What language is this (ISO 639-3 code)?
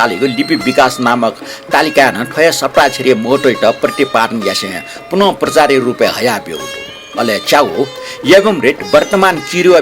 new